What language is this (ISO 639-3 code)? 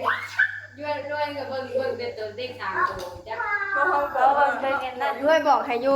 tts